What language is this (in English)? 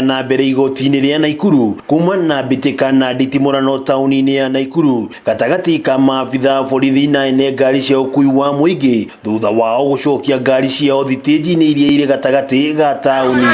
Kikuyu